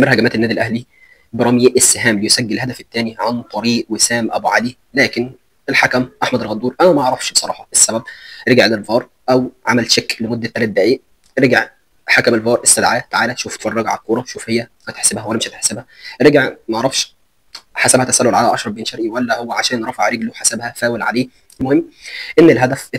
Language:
Egyptian Arabic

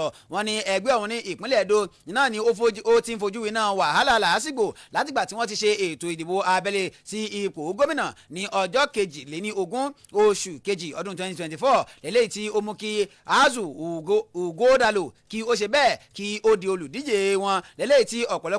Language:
Yoruba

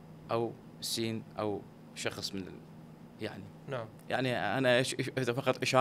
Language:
Mesopotamian Arabic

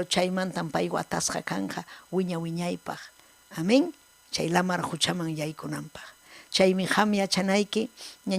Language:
Ayacucho Quechua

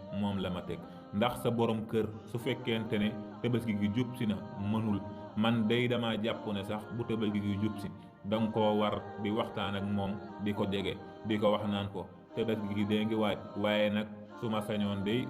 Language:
Wolof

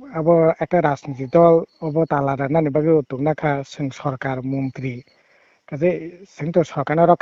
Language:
Kok Borok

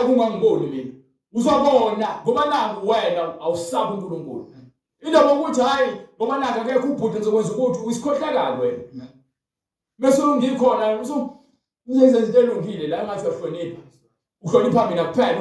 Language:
Zulu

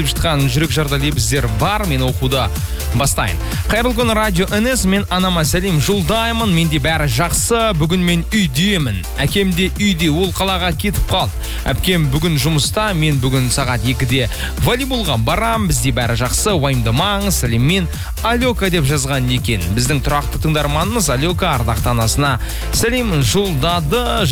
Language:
Kazakh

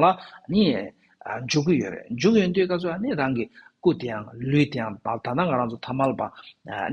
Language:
Tibetan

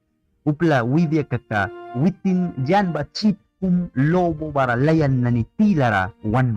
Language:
Mískito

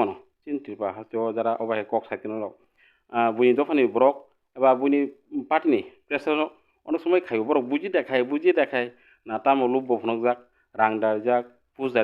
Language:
Kok Borok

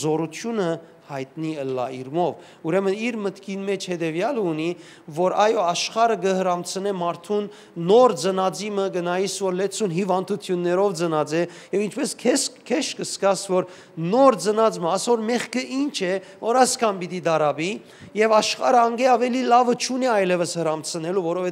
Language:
Western Armenian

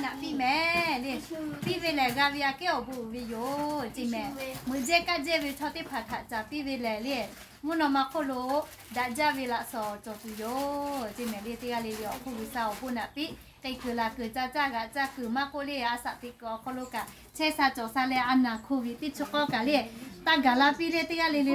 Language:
Lahu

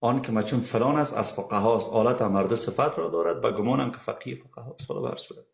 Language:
Persian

